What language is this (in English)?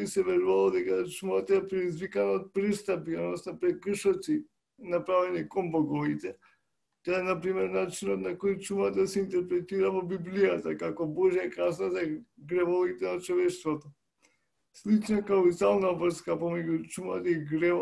Macedonian